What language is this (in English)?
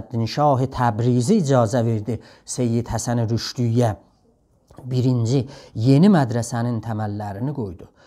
South Azerbaijani